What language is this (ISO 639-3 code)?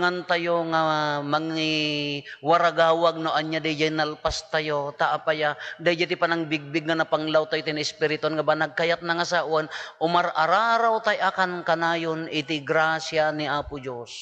ilo